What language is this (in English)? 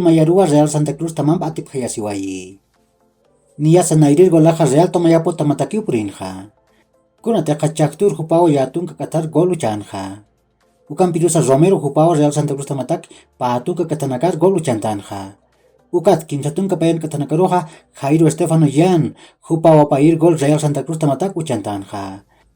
Aymara